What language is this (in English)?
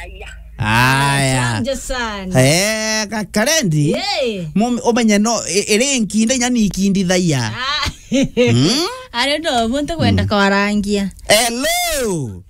Meru